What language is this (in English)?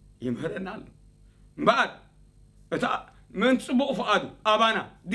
Tigrinya